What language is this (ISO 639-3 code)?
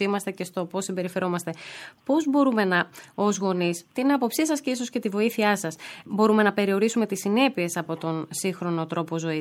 ell